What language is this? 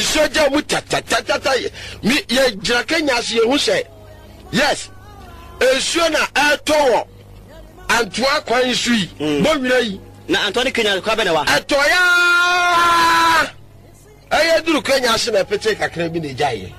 Akan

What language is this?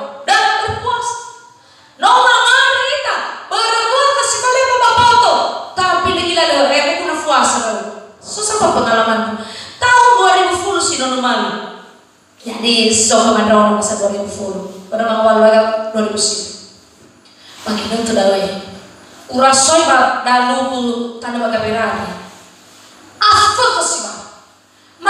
Nias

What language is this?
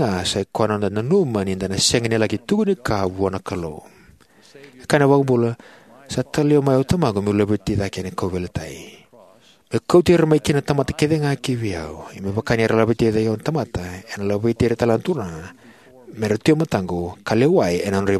Fijian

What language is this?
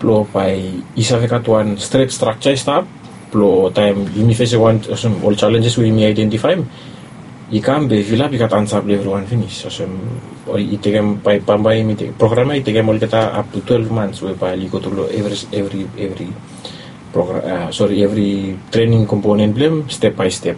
Bislama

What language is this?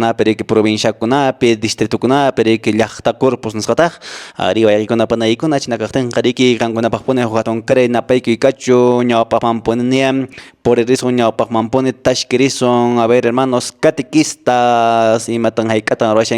Quechua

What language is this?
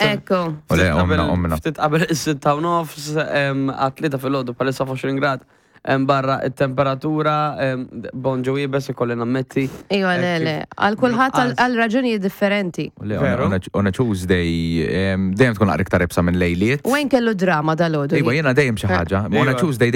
Maltese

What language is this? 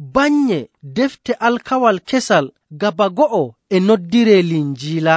Nigerian Fulfulde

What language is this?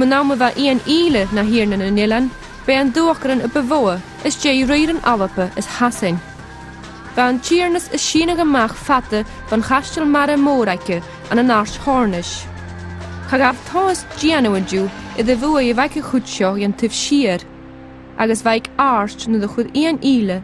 Scottish Gaelic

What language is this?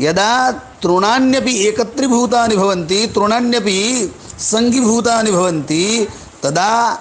Sanskrit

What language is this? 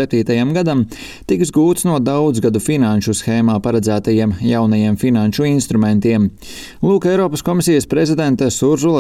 Latvian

